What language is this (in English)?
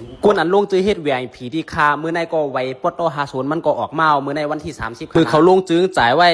Shan